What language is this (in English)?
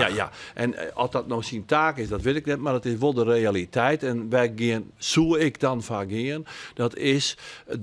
Western Frisian